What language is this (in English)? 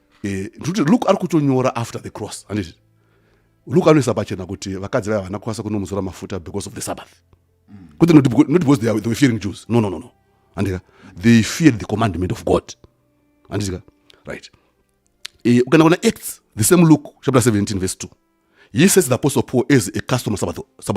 Shona